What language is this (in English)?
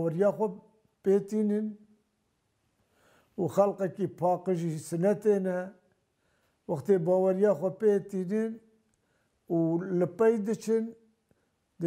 Kurdish